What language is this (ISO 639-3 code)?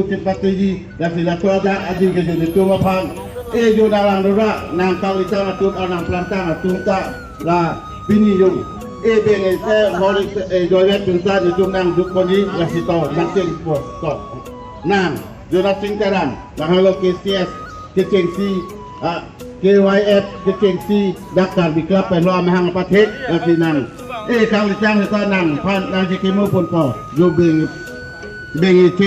mjw